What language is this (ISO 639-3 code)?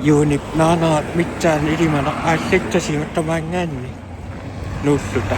kal